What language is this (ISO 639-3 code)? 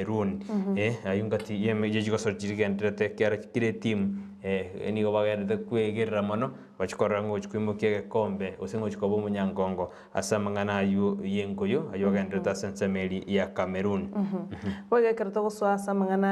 guz